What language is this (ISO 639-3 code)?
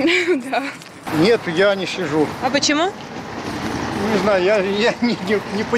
rus